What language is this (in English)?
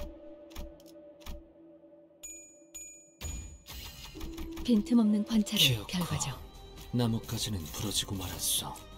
Korean